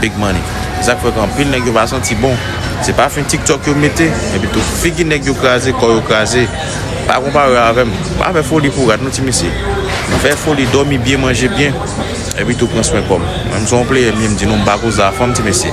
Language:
Haitian Creole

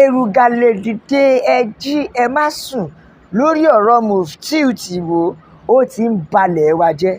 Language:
Yoruba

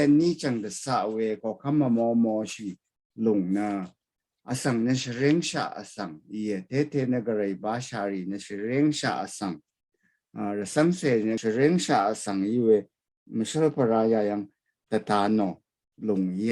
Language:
Rawang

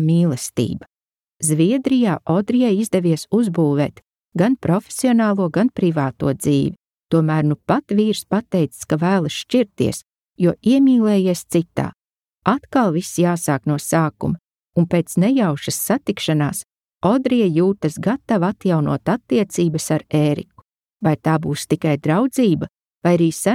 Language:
Latvian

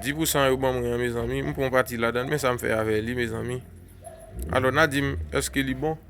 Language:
Haitian Creole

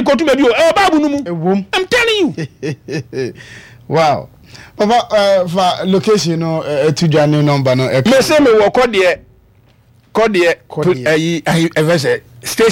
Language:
Akan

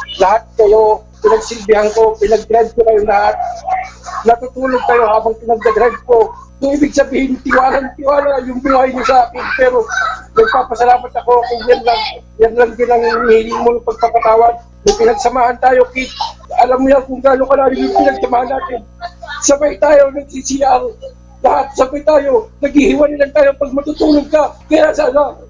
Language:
Filipino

